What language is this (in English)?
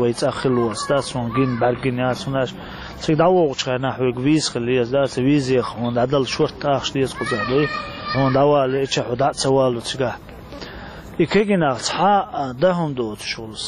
Chechen